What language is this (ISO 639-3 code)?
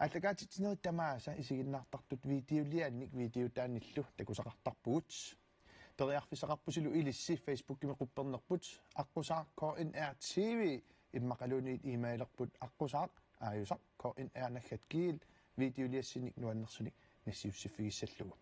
kal